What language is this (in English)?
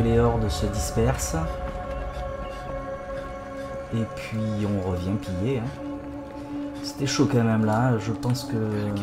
French